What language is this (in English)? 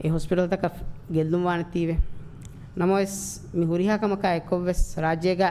Divehi